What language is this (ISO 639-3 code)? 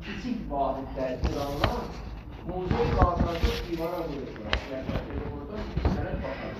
azb